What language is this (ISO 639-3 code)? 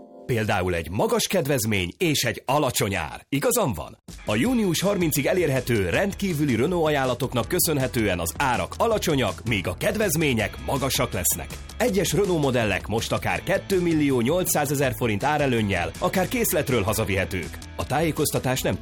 hun